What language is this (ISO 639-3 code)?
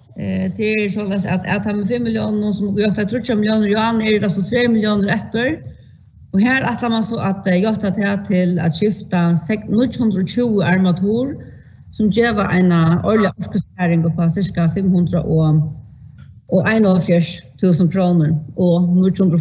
fao